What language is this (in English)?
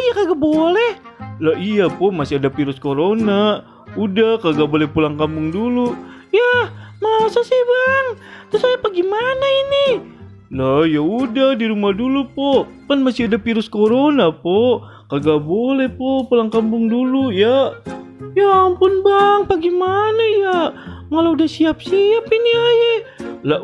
Betawi